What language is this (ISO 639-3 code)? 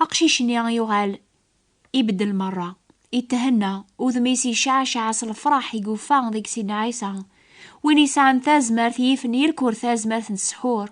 kab